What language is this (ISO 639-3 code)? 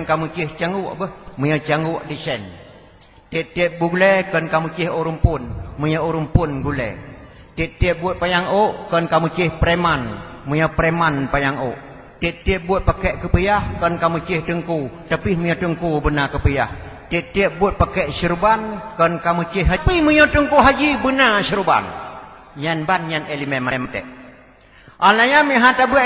ace